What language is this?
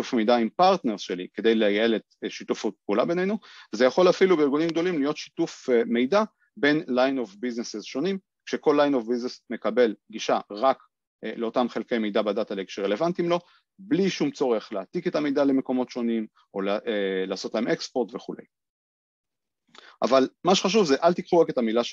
Hebrew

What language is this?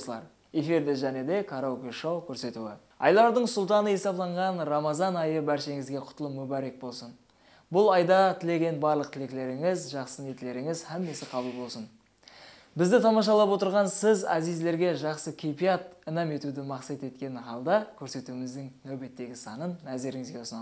Kara-Kalpak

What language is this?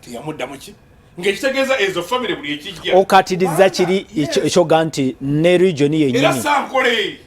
Ganda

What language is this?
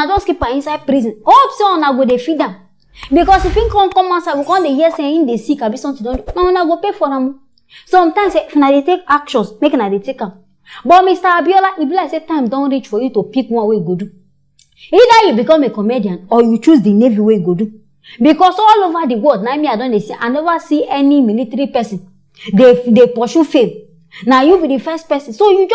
Nigerian Pidgin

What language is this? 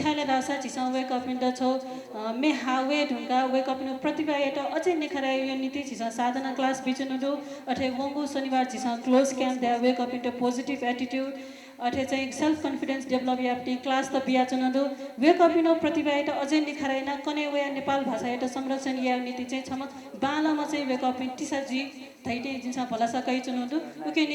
Newari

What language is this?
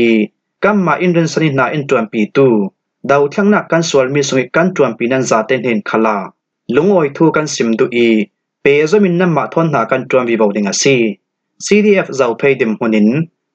Falam Chin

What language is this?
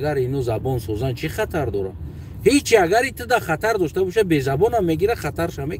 Tajik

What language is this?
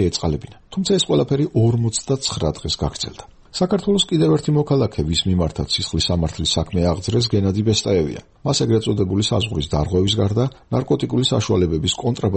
Georgian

